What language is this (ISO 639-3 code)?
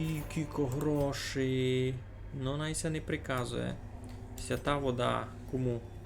rue